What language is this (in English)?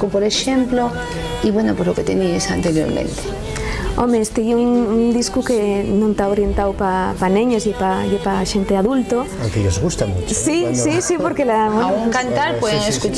Asturian